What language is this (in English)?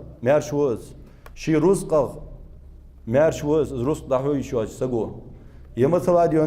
Ingush